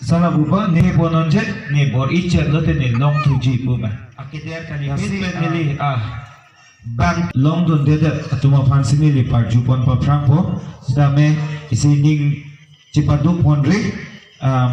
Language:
Karbi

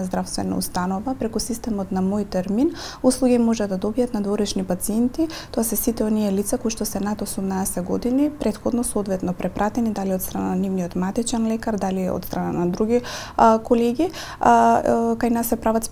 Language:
Macedonian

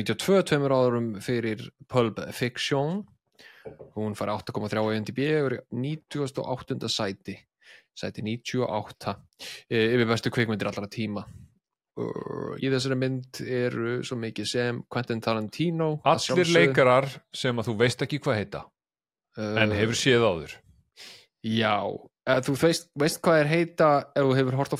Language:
Icelandic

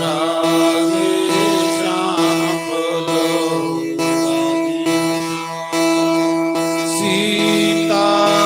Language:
Dogri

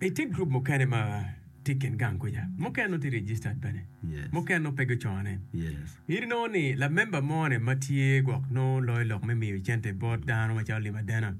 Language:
Acoli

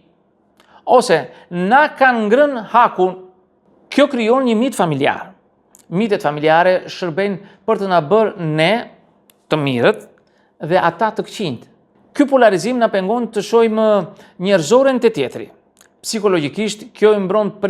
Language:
Albanian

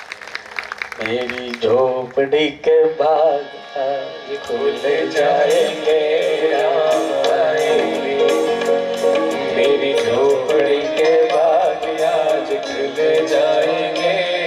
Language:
Gujarati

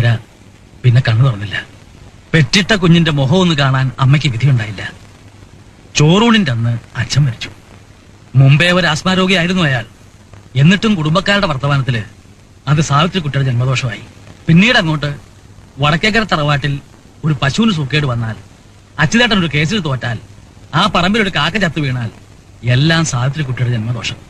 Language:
Malayalam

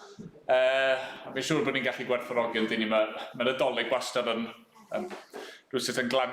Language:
Welsh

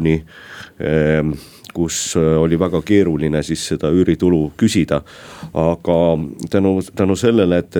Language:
Estonian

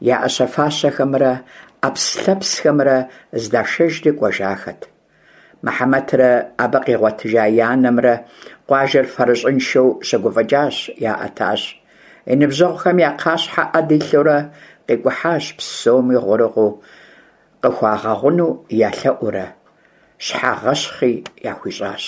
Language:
Kabardian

